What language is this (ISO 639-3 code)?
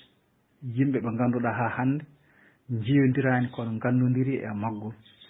ful